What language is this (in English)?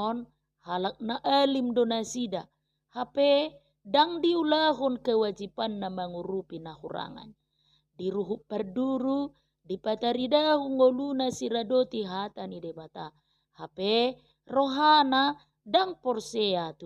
Batak Toba